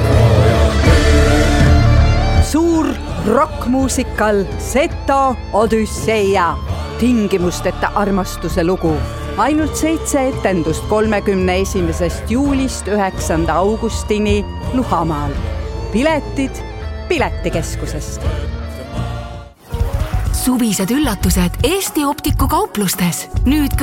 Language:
Estonian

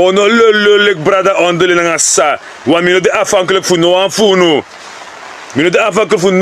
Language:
Sranan Tongo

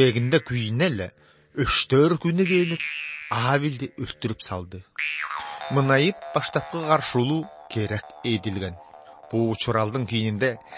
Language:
Kyrgyz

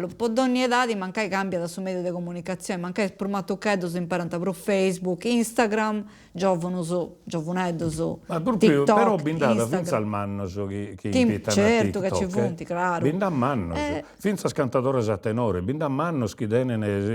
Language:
Sardinian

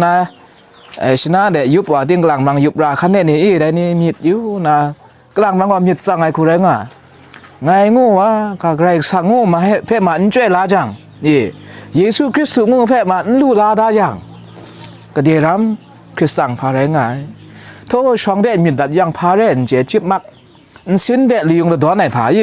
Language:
Kachin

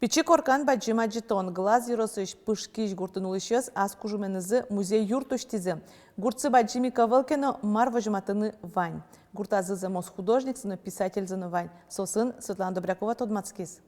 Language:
Udmurt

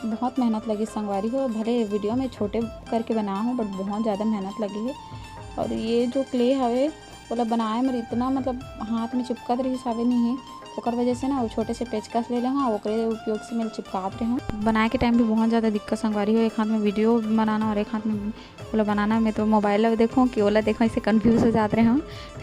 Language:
Chhattisgarhi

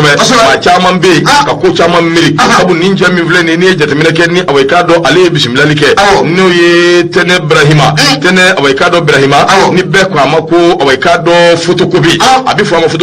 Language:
Bambara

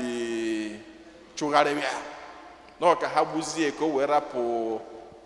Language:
Igbo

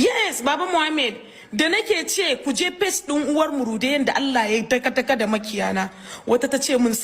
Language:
Hausa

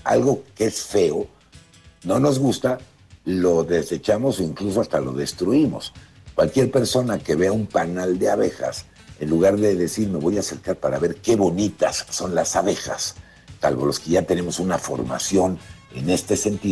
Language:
Spanish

